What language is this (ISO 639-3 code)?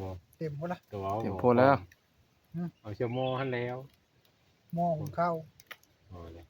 tts